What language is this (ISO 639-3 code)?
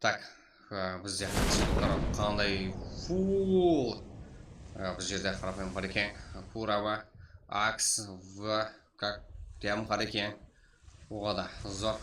kaa